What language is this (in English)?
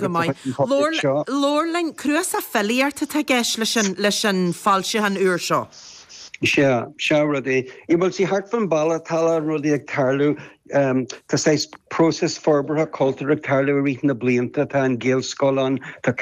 Irish